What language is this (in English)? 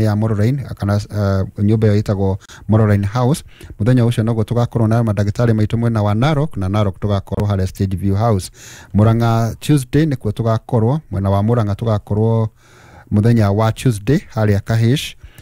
Kikuyu